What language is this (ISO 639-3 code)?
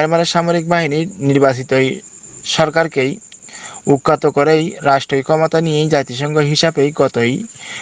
rhg